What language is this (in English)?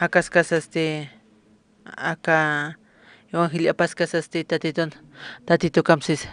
Aymara